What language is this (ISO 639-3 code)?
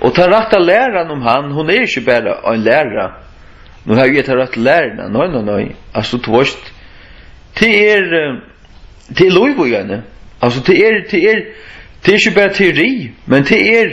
fao